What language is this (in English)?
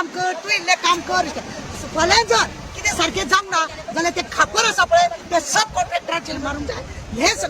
Konkani